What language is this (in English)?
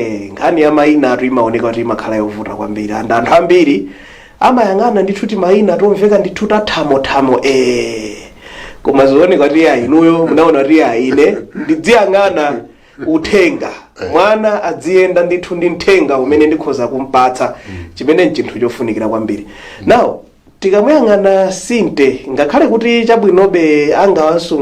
Nyanja